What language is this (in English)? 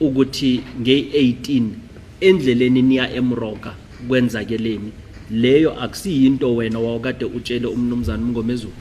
Zulu